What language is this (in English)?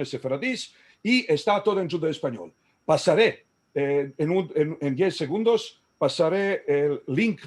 Ladino